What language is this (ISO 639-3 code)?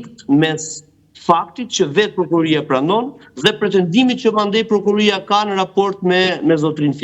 sqi